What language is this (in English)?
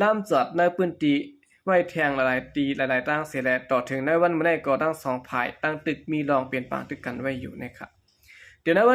Shan